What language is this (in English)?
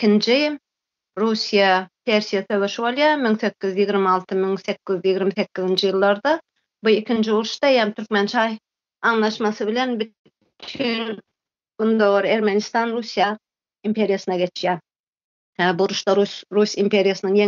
Turkmen